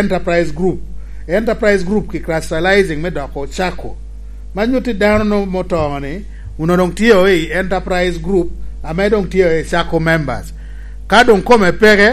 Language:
Lango (Uganda)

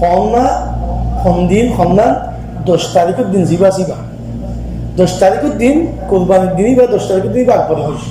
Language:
Rohingya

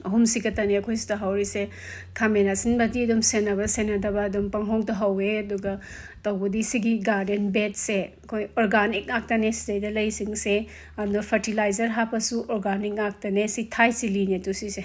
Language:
Manipuri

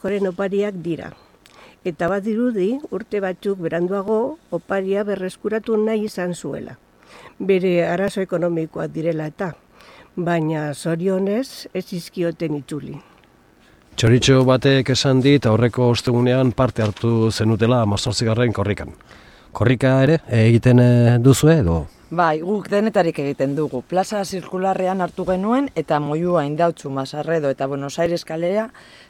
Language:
Basque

